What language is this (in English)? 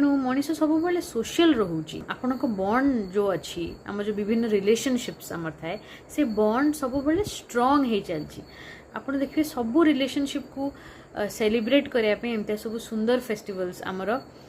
Odia